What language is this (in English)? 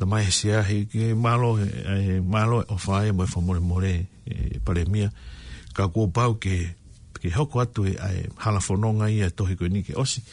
Tongan